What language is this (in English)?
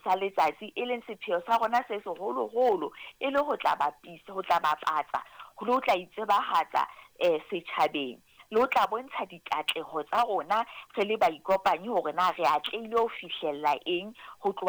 Southern Sotho